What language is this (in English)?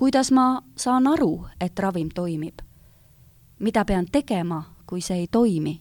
Estonian